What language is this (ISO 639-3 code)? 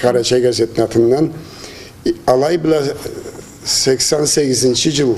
krc